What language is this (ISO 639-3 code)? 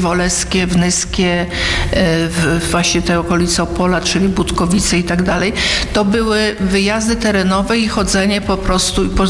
pol